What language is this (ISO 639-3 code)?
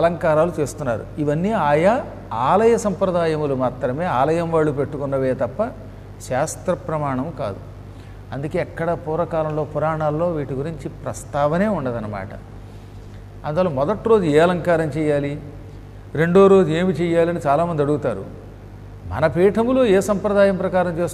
tel